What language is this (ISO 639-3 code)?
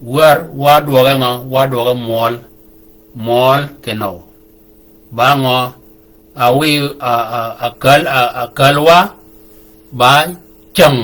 shk